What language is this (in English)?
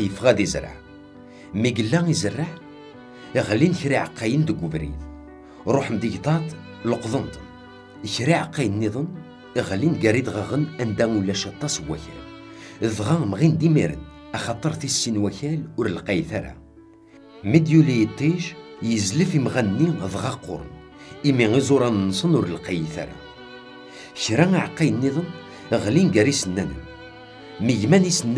Kabyle